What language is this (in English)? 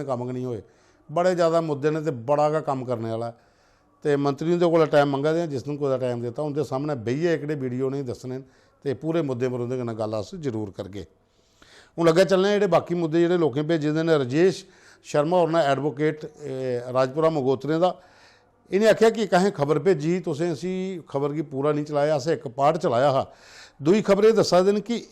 Dogri